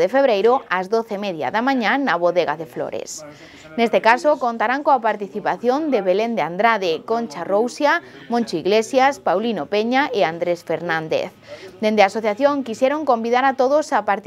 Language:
Galician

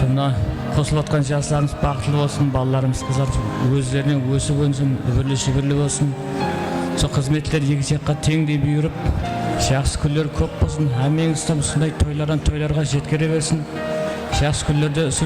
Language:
Kara-Kalpak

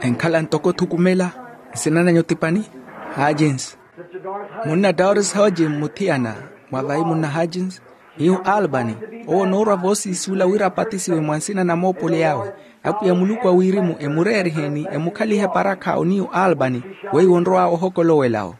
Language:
Makhuwa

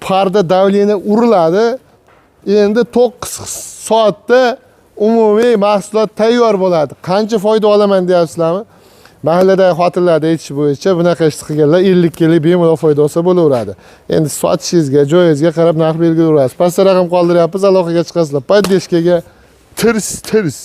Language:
Uzbek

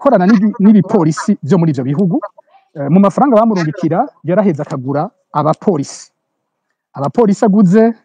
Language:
Rundi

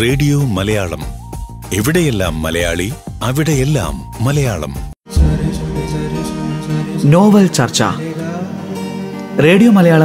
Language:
Malayalam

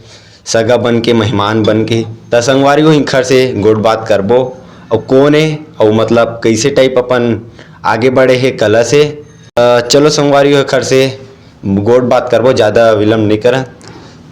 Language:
Chhattisgarhi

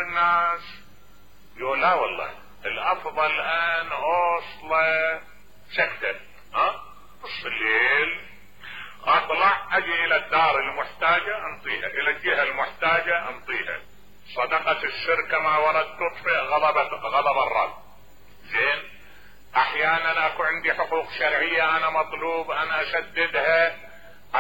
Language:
Mesopotamian Arabic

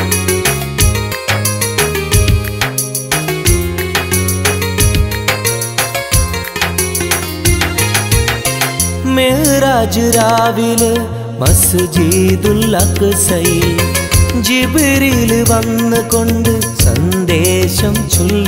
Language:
Malayalam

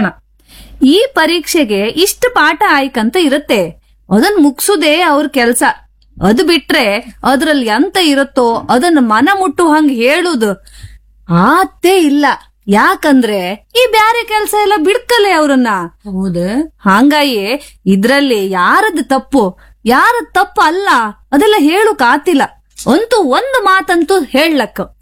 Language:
Kannada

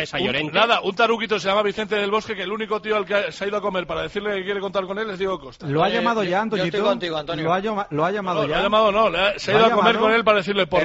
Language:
Spanish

